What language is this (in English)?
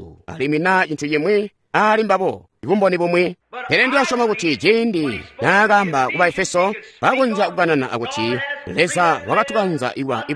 Tonga (Zambia)